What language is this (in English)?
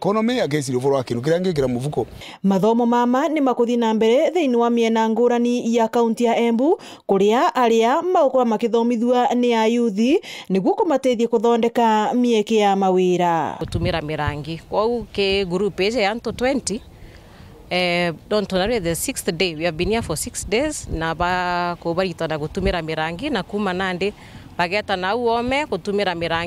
Meru